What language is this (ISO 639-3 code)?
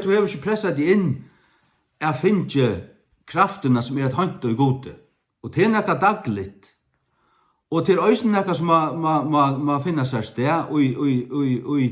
fao